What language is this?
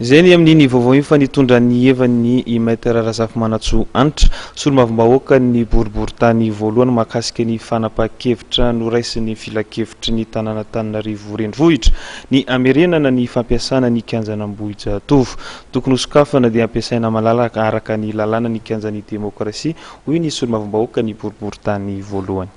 Malagasy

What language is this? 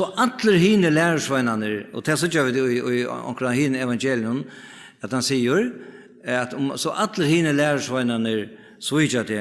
Faroese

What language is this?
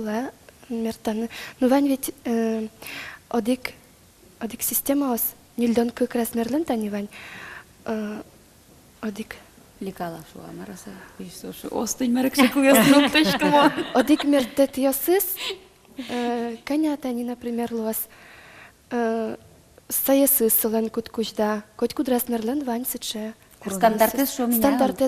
Udmurt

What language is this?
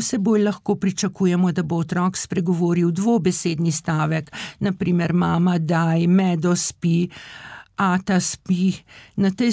Slovenian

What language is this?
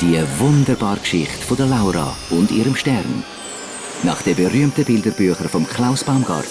Swiss German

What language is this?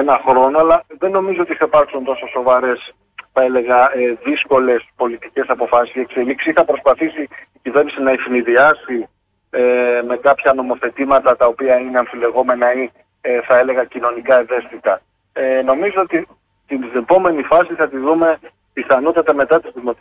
Greek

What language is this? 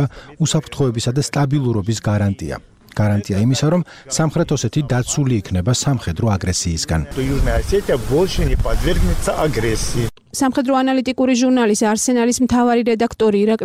Georgian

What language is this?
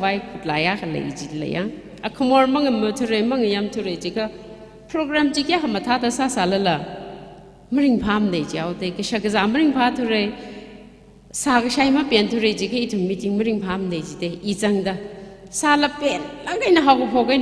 Tangkhul Naga (India)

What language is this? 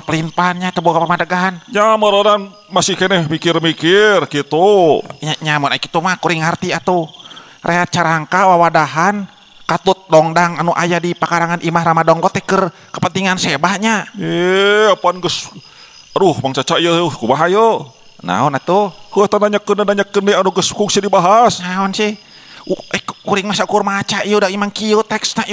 Sundanese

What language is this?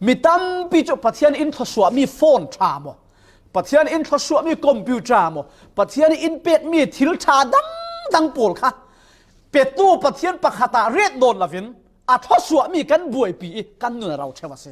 Falam Chin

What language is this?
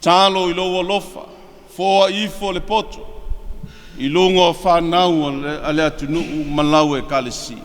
Samoan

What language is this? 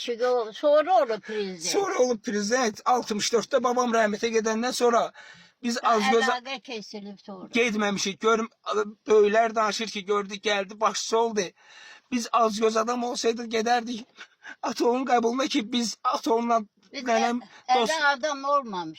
Azerbaijani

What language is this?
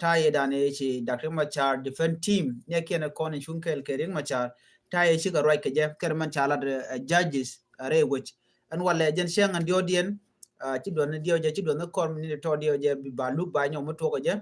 Nuer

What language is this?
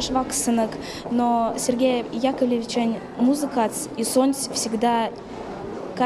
Erzya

